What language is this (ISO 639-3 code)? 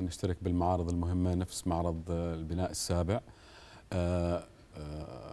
ara